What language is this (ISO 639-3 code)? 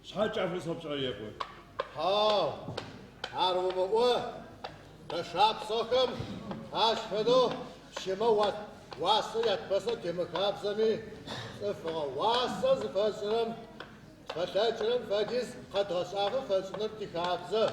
ady